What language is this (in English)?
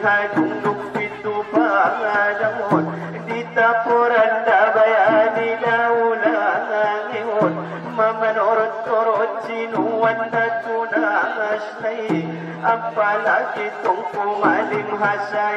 Batak Angkola